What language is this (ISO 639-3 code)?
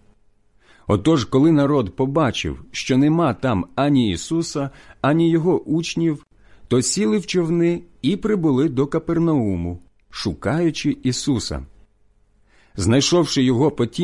ukr